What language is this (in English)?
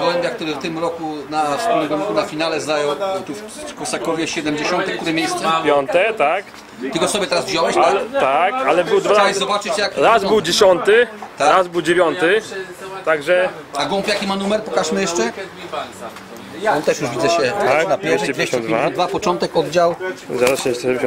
Polish